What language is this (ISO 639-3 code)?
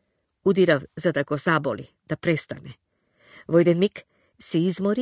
mkd